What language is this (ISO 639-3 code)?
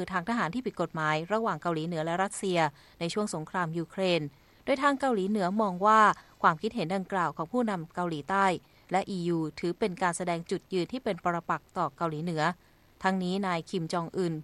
tha